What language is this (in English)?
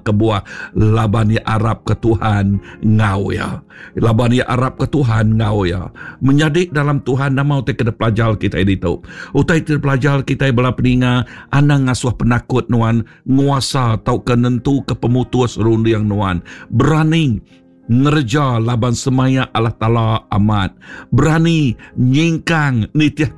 Iban